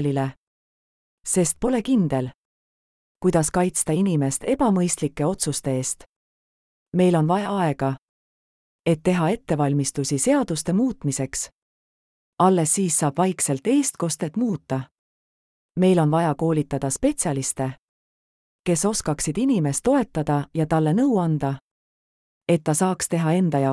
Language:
Estonian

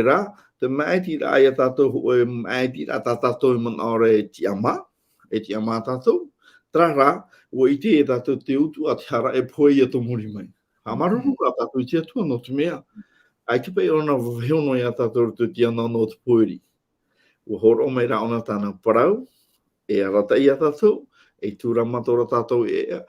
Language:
Tahitian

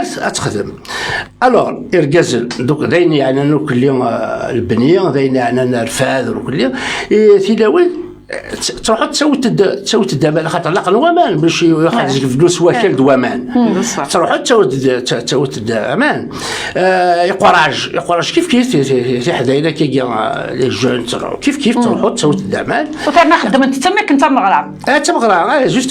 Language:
Kabyle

